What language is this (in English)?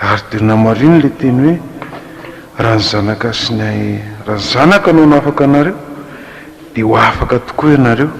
Malagasy